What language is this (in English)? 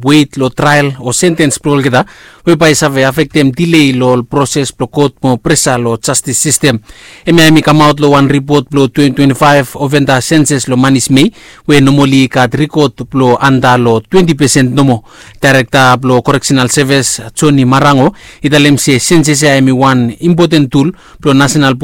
Bislama